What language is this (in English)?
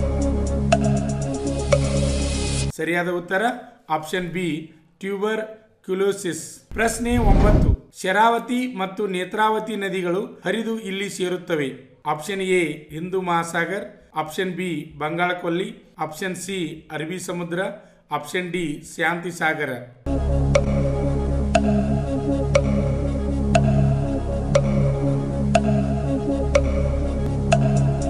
Kannada